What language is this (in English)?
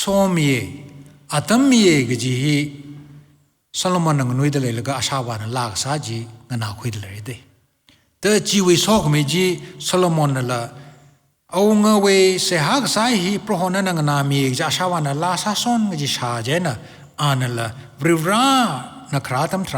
Tangkhul Naga (India)